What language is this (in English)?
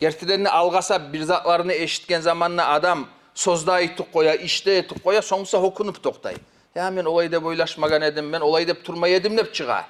Kumyk